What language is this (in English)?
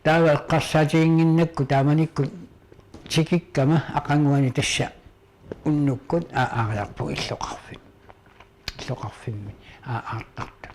Kalaallisut